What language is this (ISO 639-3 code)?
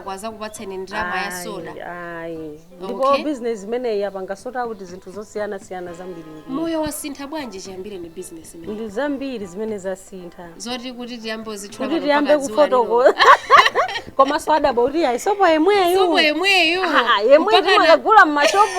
nya